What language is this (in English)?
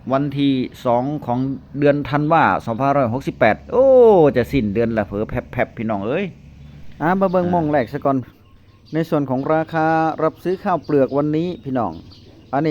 Northeastern Thai